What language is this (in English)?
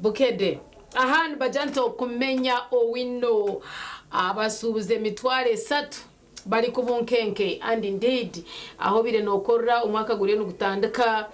Nyankole